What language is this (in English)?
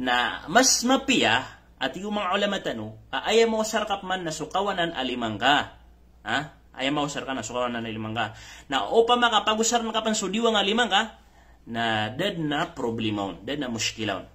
Maranao